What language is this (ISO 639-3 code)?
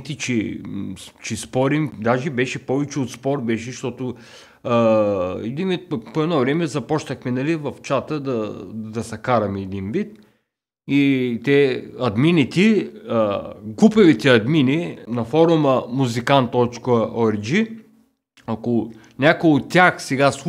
bul